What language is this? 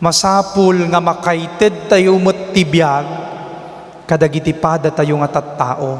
Iloko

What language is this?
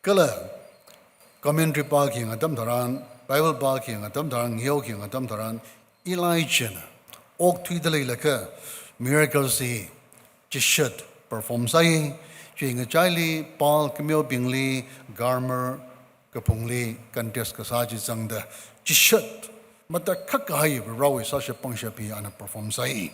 Tangkhul Naga (India)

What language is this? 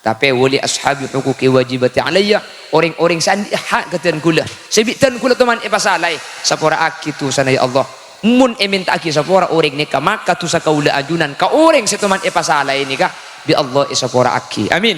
Madurese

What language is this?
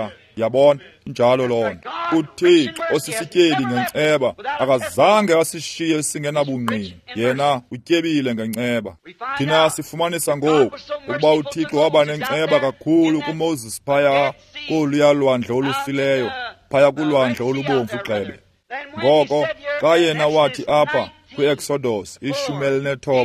Xhosa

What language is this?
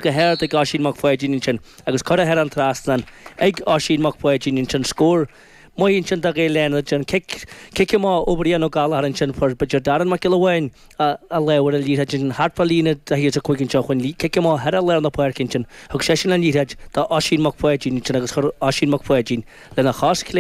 Irish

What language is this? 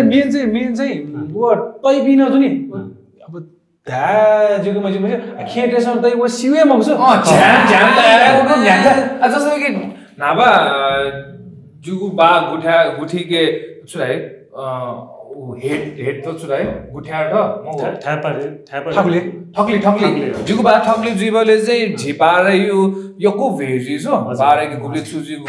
Newari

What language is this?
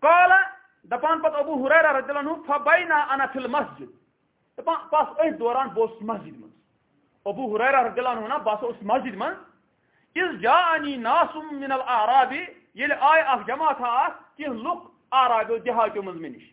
Kashmiri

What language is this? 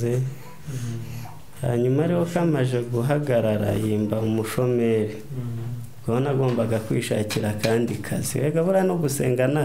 Kinyarwanda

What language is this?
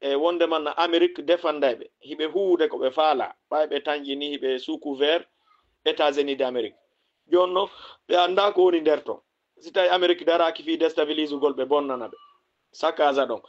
Fula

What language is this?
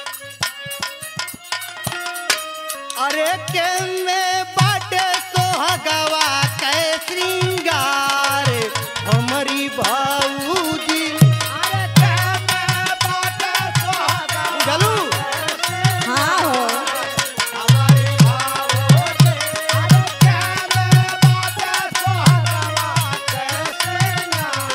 Bhojpuri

